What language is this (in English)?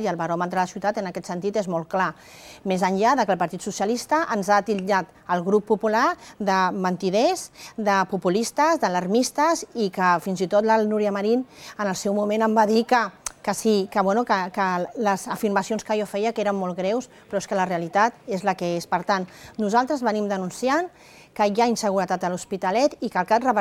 Catalan